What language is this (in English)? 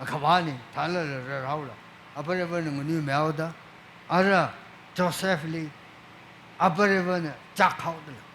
Tangkhul Naga (India)